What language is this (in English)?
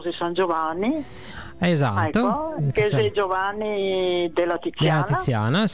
Italian